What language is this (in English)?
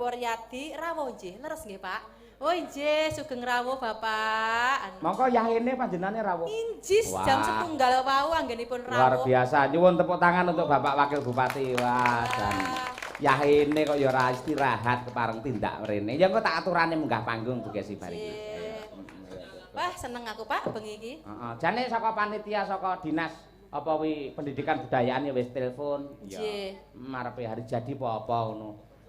Javanese